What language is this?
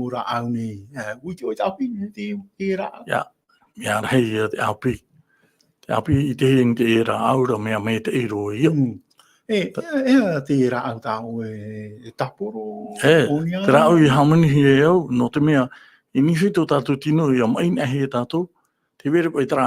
Tahitian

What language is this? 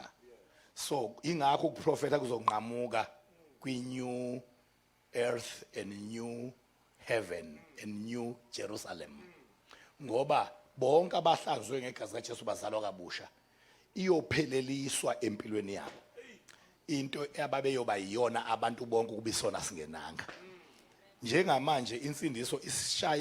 Zulu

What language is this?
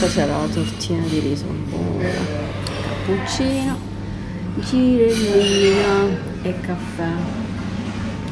Italian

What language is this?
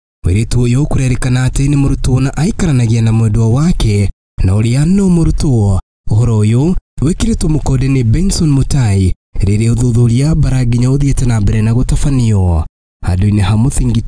Kikuyu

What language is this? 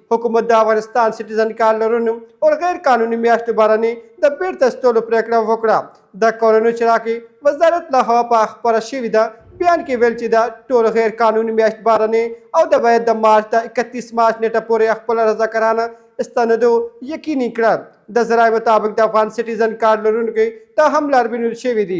Pashto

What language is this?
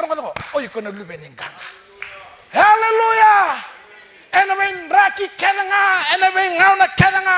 Fijian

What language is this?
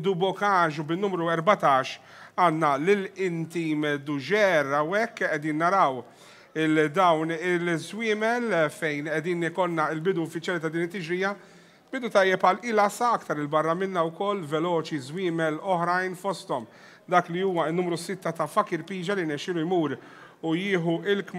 Maltese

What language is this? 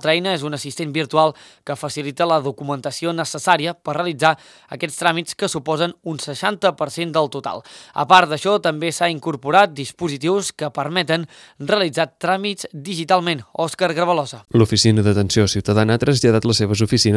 Catalan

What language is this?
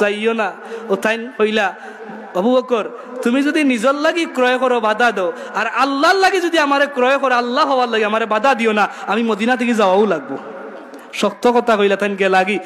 Sylheti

